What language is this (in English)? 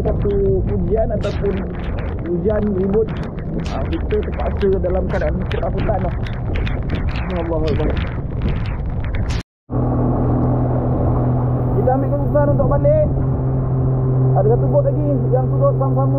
Malay